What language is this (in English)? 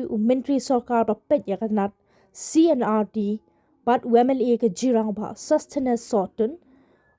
Khasi